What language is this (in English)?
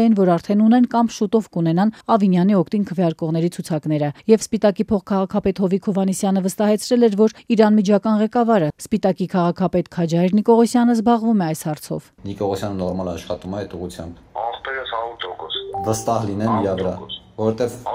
Armenian